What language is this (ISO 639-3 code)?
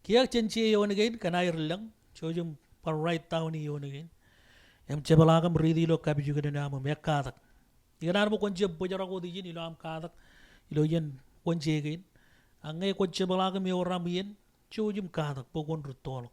mah